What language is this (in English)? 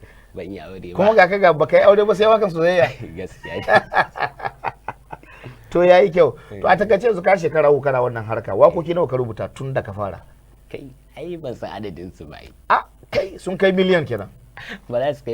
Hausa